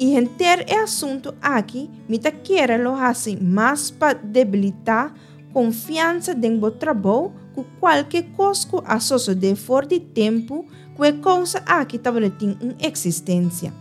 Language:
Papiamento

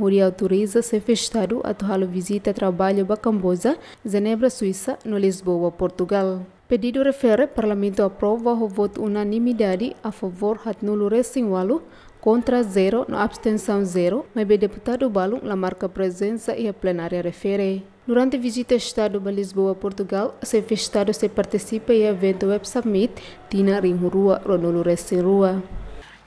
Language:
Tetum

